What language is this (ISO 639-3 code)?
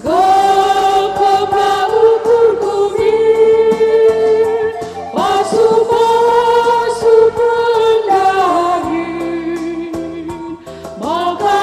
btx